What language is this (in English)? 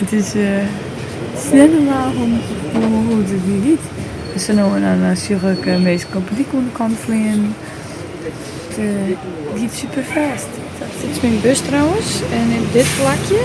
Western Frisian